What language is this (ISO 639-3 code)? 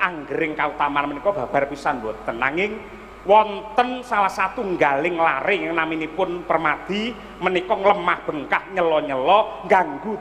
jav